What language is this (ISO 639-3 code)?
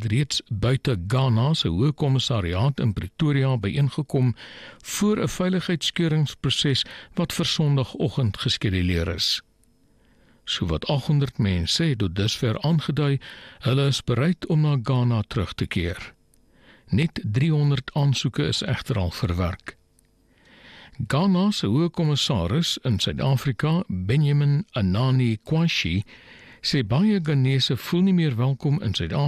afr